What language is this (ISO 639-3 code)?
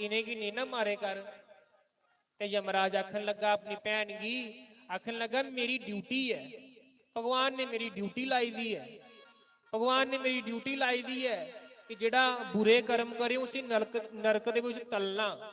doi